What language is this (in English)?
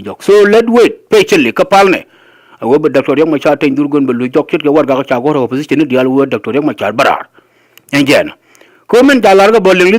Nuer